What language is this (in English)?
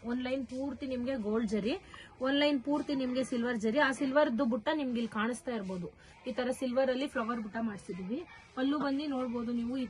Kannada